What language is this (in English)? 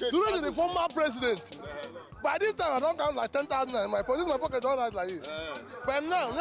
Nigerian Pidgin